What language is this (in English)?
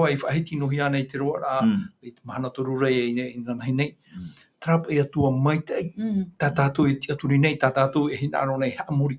Tahitian